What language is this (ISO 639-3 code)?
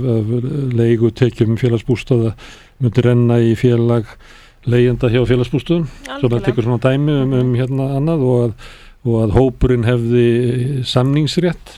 isl